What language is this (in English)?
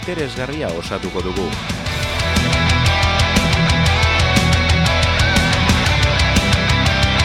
Basque